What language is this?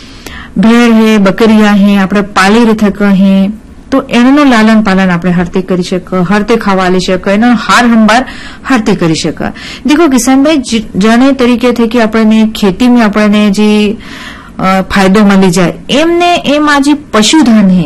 Gujarati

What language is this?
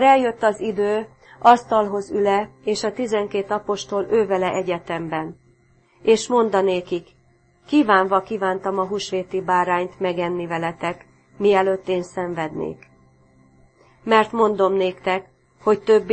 Hungarian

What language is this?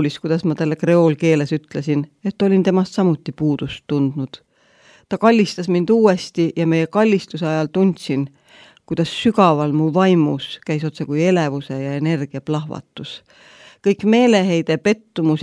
Estonian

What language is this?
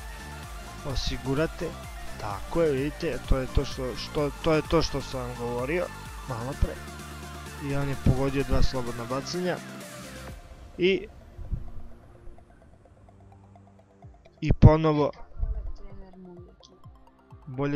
Serbian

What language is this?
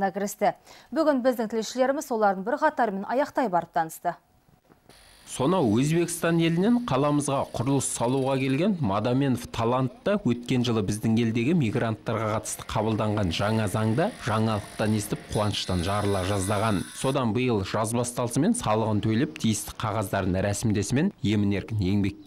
Kazakh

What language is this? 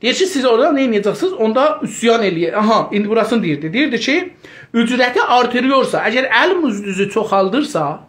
South Azerbaijani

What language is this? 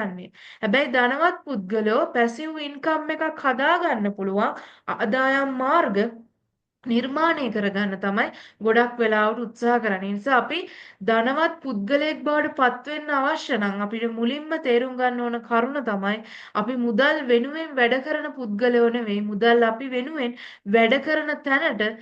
Sinhala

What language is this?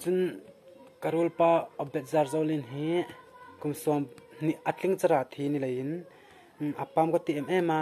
Hmar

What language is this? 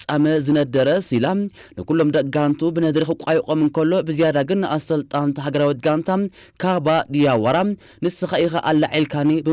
Tigrinya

